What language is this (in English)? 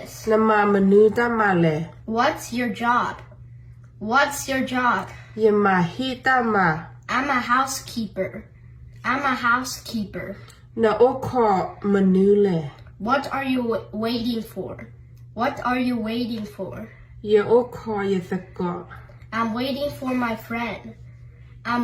S'gaw Karen